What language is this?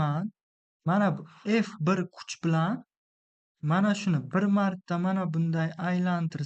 Uzbek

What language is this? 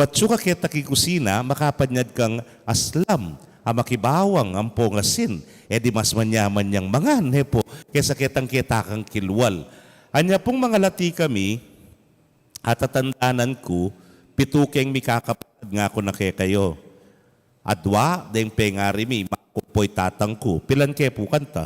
Pampanga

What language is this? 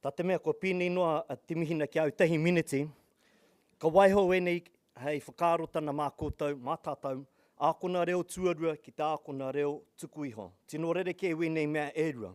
Māori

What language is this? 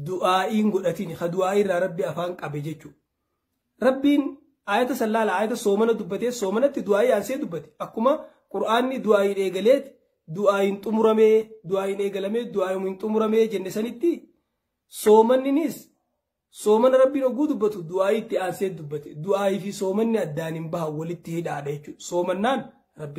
Oromo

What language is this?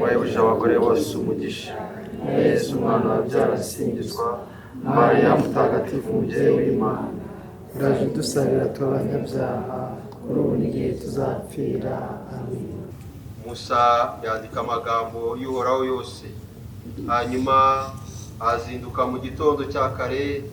Kinyarwanda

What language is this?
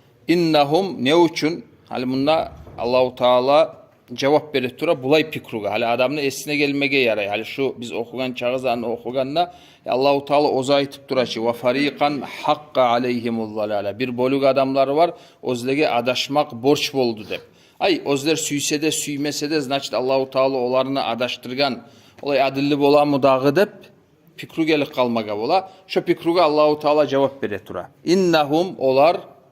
Kumyk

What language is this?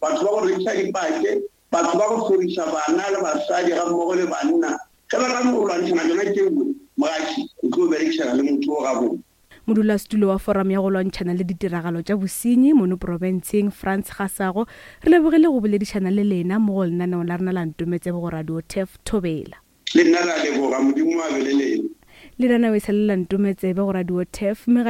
Northern Sotho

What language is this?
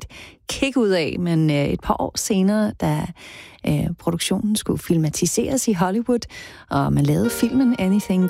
Danish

